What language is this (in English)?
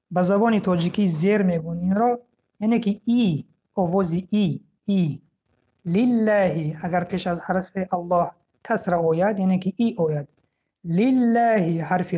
Tajik